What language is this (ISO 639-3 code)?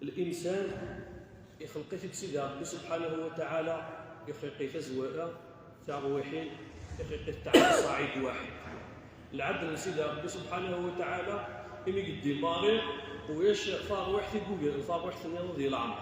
kab